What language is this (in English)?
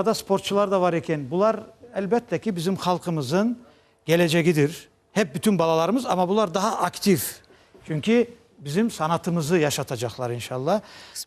Crimean Tatar